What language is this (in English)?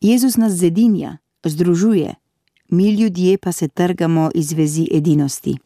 Slovenian